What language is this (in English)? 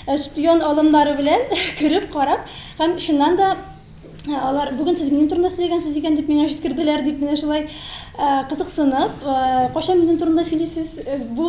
Tatar